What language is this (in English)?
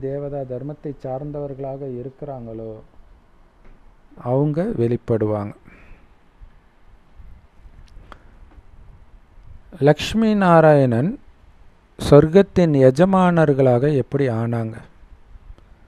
Tamil